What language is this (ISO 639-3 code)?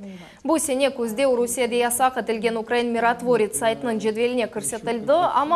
crh